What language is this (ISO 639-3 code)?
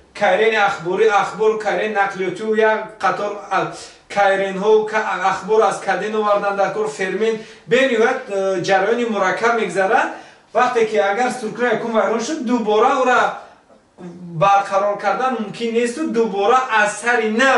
tgk